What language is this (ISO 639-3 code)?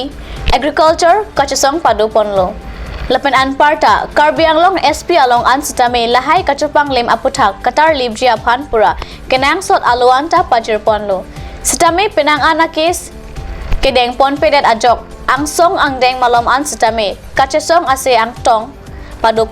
mjw